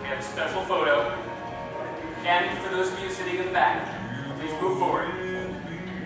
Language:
English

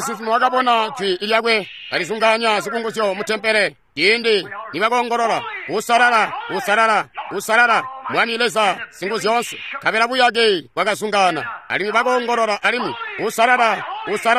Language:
Tonga (Zambia)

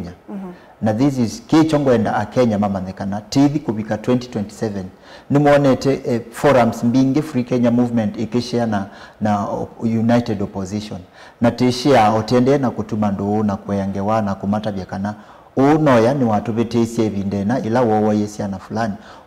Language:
Kamba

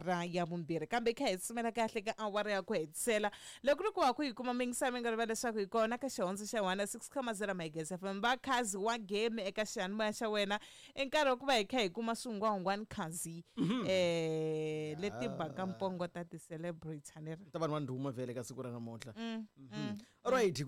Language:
Tsonga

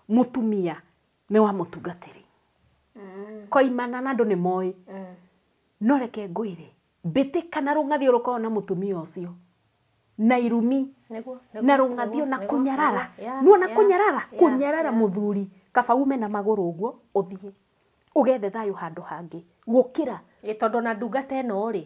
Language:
Kikuyu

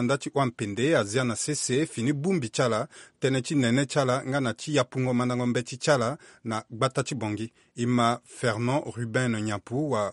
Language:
Sango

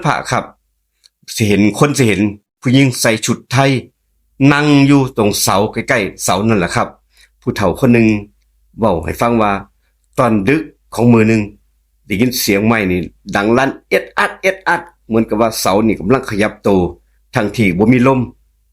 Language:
Northeastern Thai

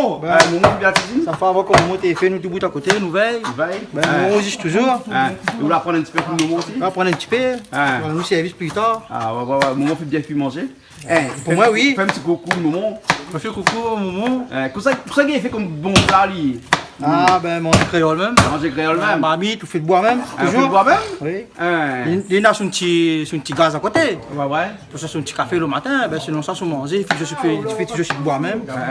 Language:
Réunion Creole French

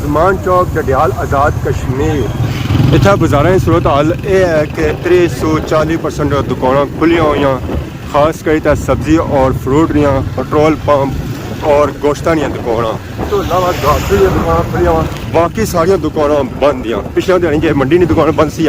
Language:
Pahari-Potwari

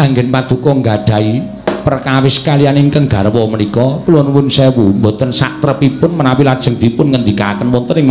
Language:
Javanese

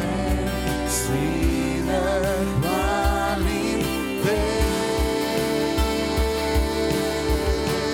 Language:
Bulgarian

